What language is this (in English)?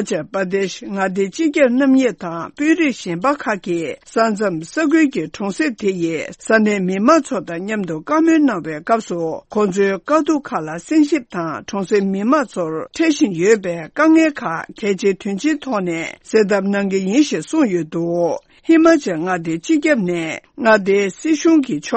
Tibetan